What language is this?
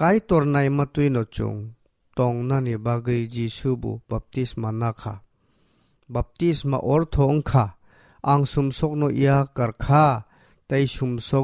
Kok Borok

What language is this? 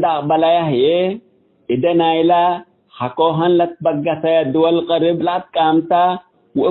Tigre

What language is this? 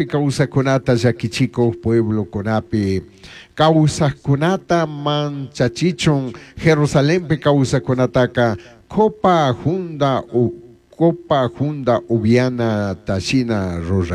Chimborazo Highland Quichua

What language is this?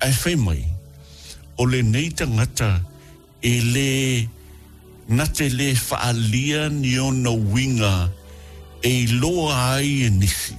Samoan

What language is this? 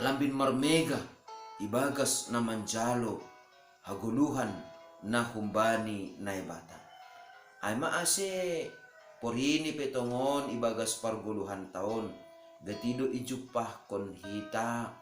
Batak Simalungun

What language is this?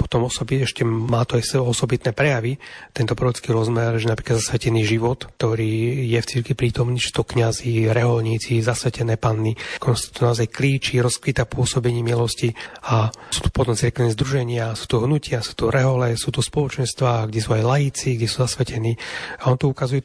Slovak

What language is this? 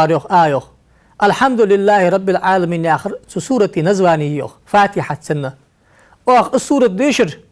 Ingush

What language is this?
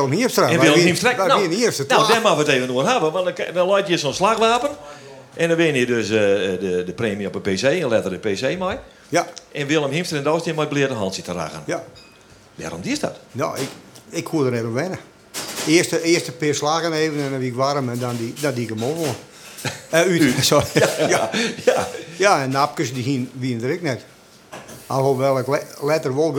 Western Frisian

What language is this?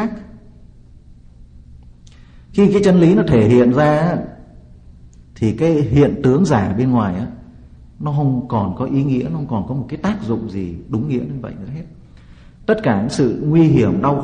Vietnamese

